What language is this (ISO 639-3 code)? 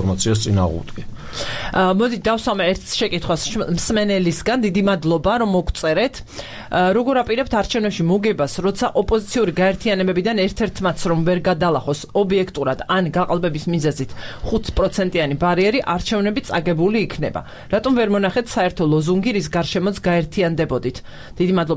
kat